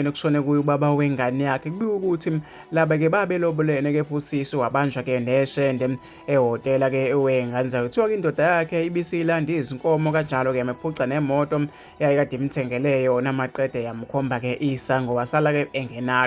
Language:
Zulu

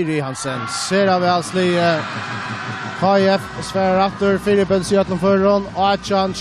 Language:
Faroese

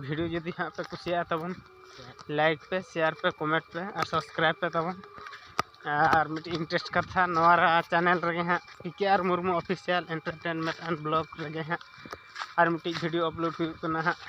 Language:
Santali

